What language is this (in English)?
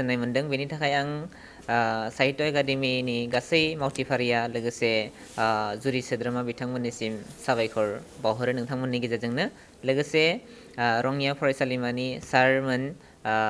Bodo